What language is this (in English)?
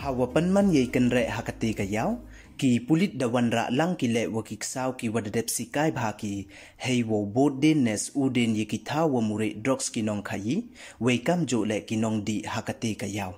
Pnar